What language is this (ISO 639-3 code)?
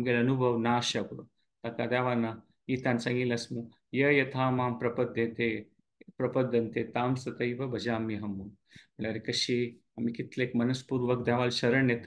kok